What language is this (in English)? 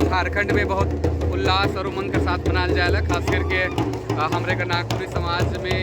Sadri